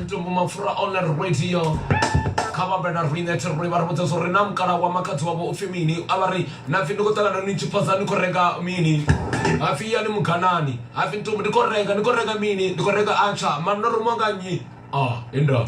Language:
Venda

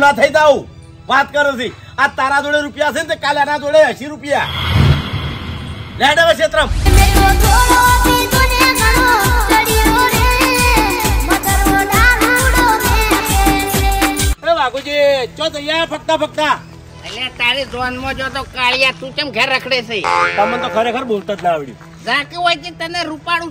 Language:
Gujarati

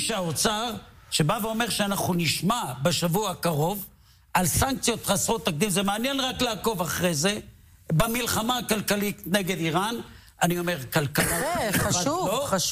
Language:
Hebrew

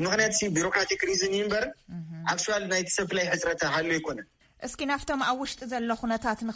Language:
Tigrinya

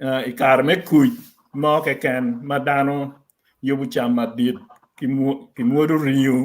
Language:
Acoli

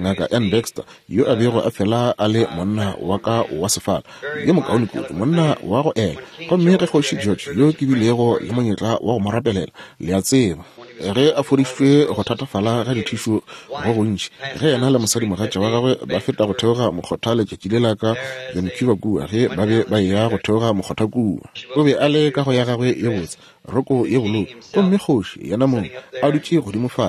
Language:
Northern Sotho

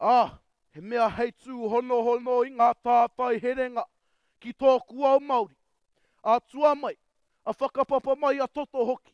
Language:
Māori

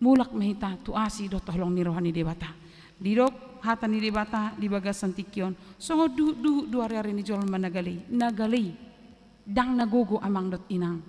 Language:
Batak Toba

